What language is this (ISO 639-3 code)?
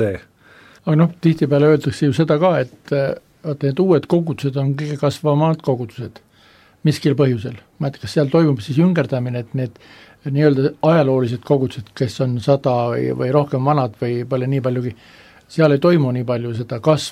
est